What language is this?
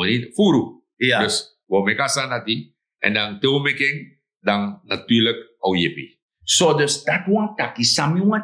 Sranan Tongo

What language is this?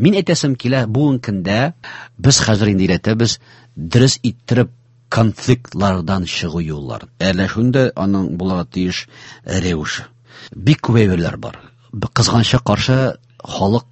Tatar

